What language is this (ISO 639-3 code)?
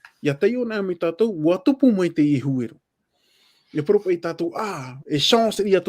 tah